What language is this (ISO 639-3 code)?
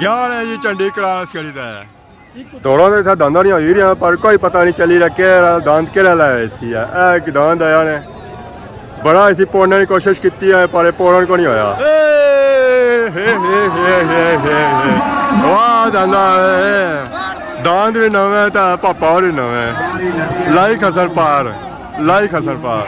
phr